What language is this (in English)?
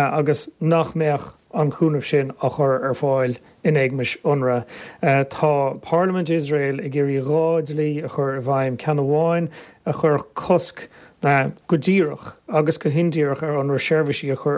Irish